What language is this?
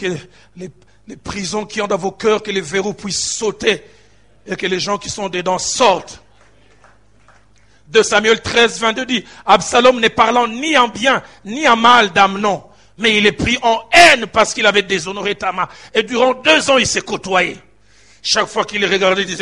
French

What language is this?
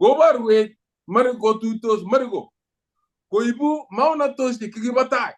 Kalenjin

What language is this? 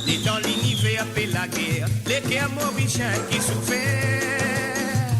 Morisyen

